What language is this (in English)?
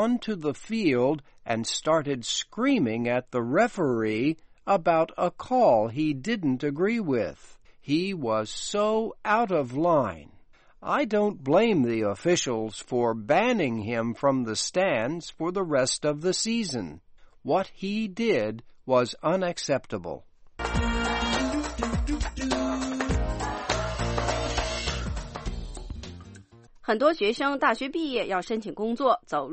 Chinese